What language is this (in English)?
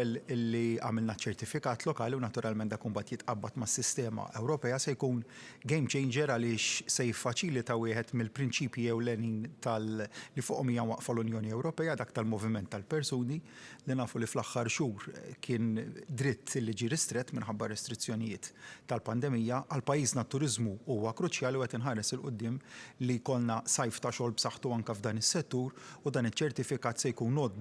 Maltese